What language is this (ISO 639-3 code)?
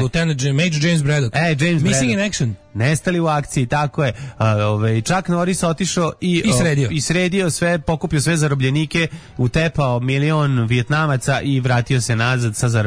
srp